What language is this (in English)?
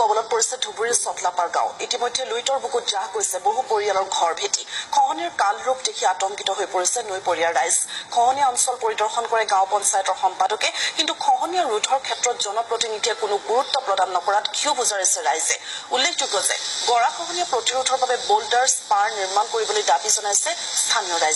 Assamese